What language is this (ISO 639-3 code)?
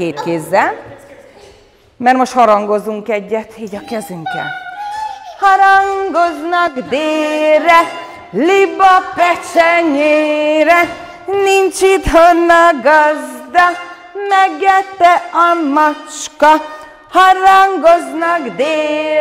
hun